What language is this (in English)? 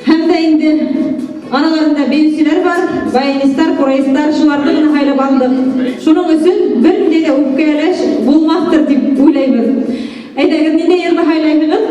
Bashkir